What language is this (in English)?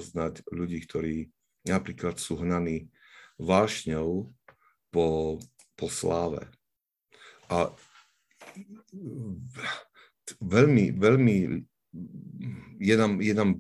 Slovak